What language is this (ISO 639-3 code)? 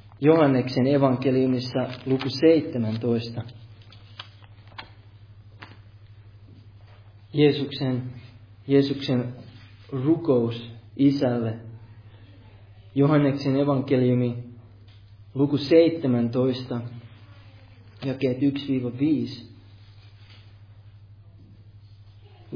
fin